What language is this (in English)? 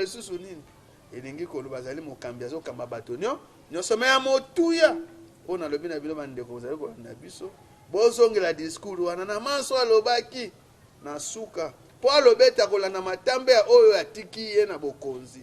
Lingala